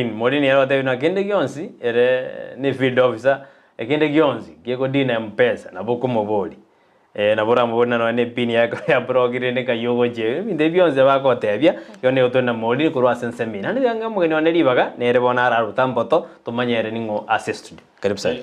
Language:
Gusii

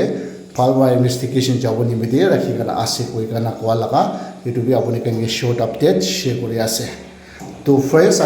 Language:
Naga Pidgin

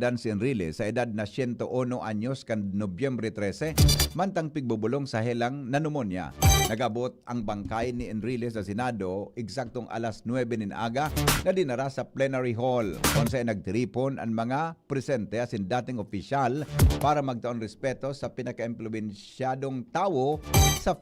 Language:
Bikol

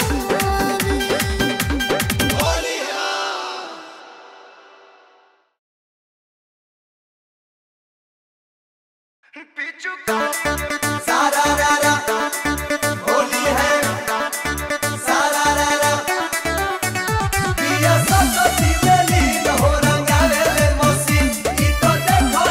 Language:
Bhojpuri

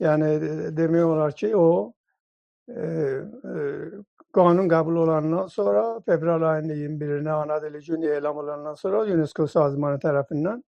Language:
South Azerbaijani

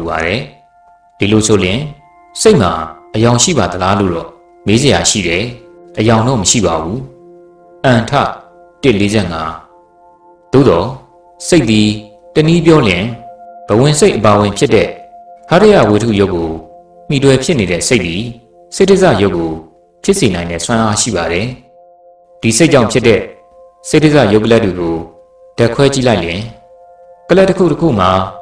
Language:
Burmese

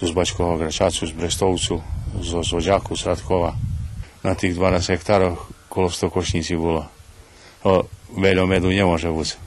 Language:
Rusyn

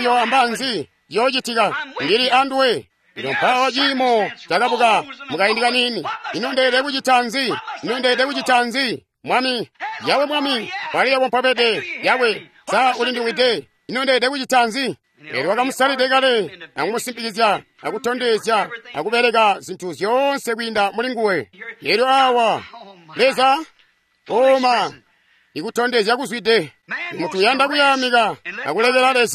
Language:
Tonga (Zambia)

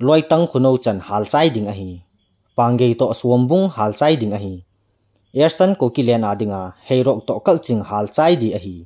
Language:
Thado Chin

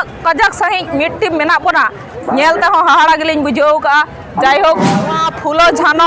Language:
Santali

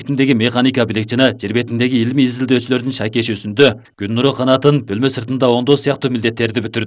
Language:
Kyrgyz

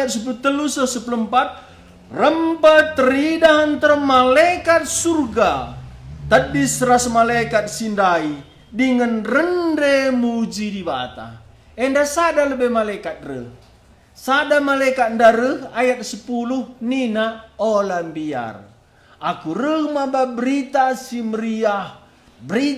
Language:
Batak Karo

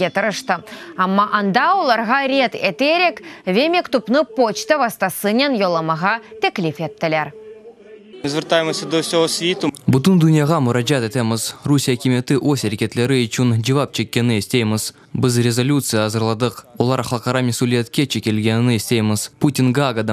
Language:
Crimean Tatar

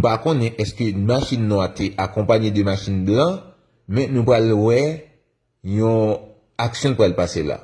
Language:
Haitian Creole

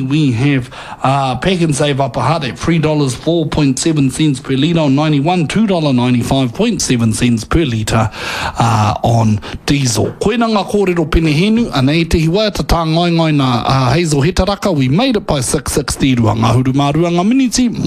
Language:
Māori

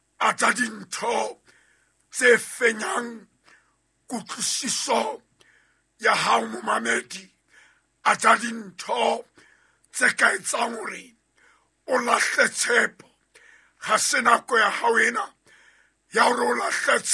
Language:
Southern Sotho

